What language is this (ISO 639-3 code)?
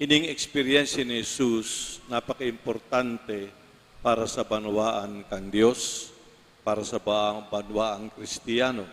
bik